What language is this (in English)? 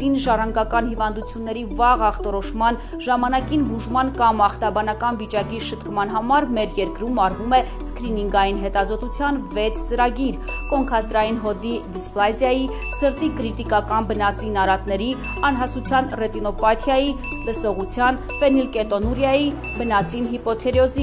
Armenian